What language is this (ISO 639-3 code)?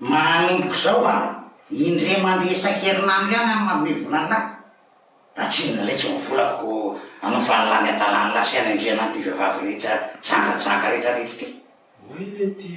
mlg